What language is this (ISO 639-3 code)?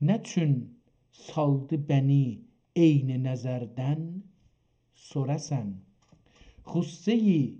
azb